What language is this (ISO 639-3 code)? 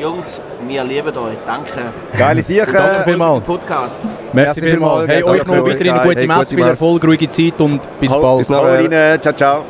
gsw